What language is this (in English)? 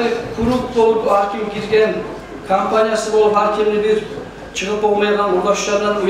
Kumyk